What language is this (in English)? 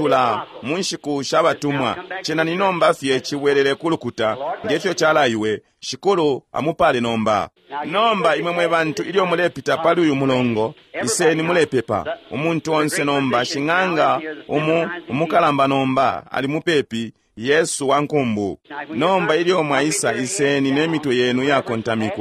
Bemba